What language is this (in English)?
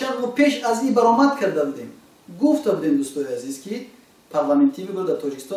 Tajik